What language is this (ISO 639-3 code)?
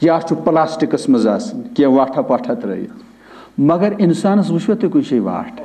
kas